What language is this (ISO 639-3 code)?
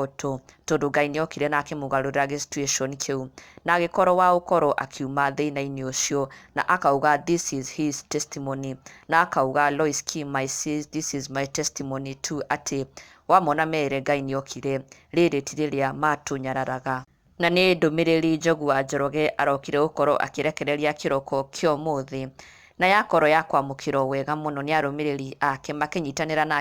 kik